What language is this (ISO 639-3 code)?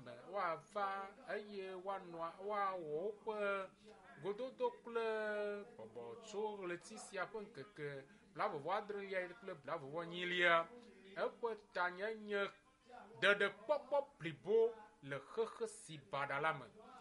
ewe